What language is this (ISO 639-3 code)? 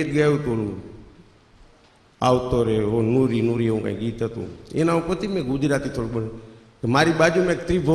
guj